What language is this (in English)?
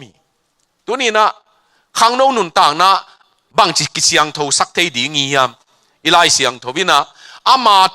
Tedim Chin